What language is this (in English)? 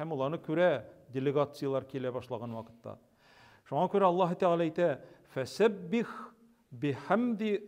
Tatar